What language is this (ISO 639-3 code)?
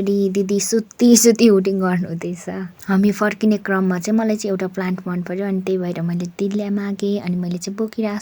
nep